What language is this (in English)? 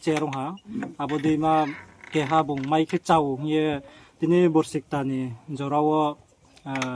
Riang (India)